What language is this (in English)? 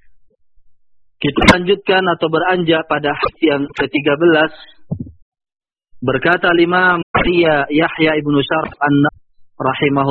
Indonesian